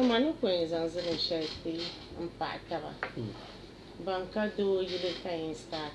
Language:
Dagbani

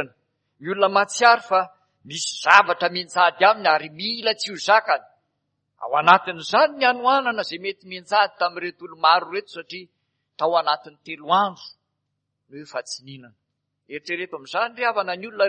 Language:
Malagasy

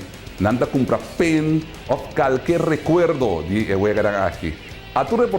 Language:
Papiamento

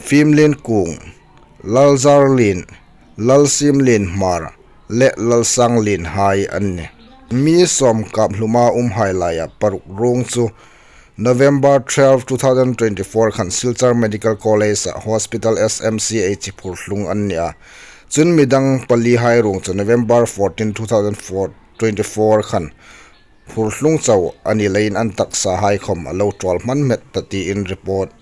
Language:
Hmar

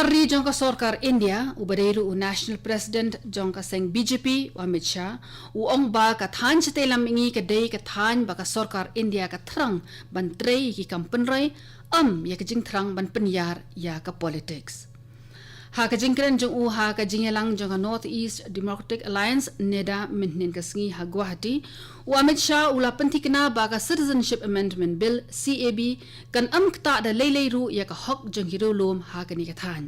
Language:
Khasi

